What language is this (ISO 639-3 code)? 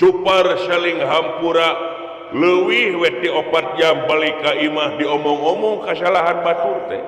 sun